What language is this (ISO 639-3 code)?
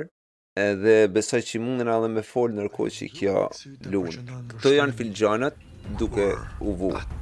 sqi